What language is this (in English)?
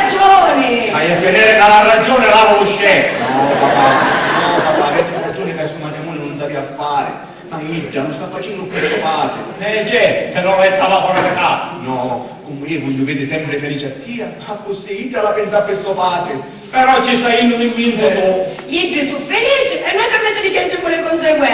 Sicilian